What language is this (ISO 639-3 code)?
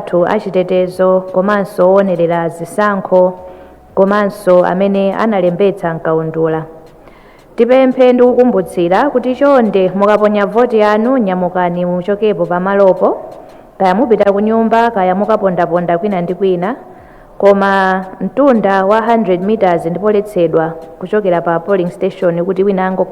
nya